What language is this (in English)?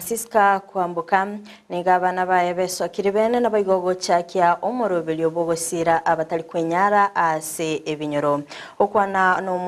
Gusii